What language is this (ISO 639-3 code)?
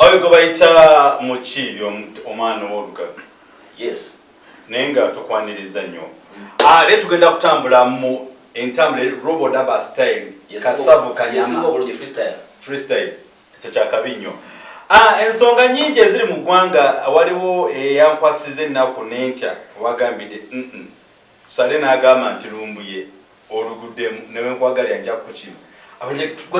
lug